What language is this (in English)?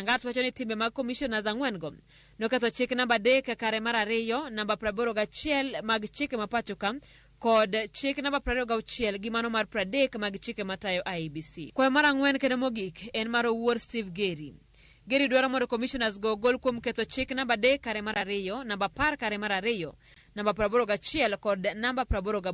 Luo (Kenya and Tanzania)